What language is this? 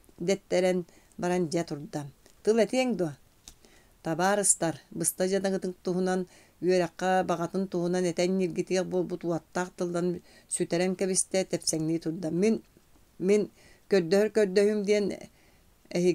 Yakut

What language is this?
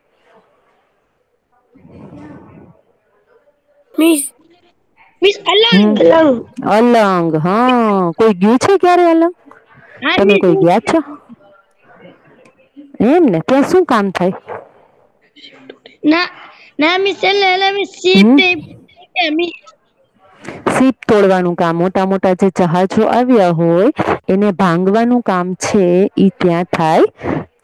Gujarati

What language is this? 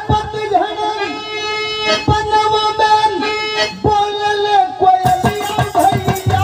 Bhojpuri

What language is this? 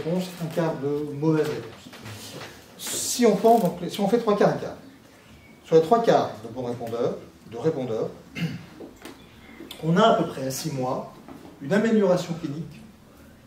French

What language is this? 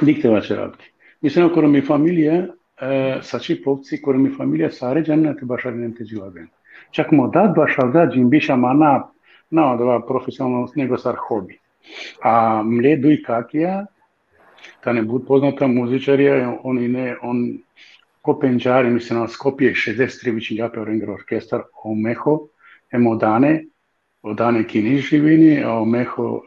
Balkan Romani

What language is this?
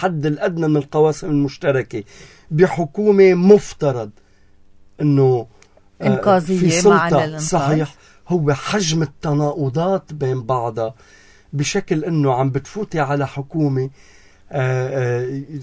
North Levantine Arabic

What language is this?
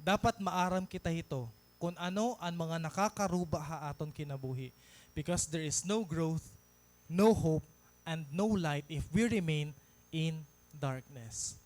Waray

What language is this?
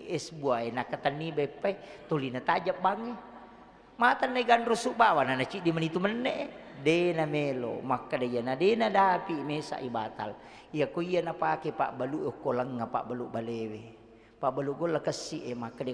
Buginese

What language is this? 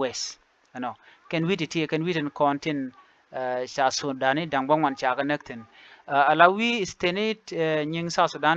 Nuer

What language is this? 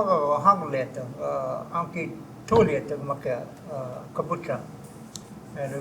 Choctaw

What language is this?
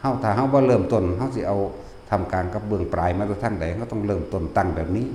Northeastern Thai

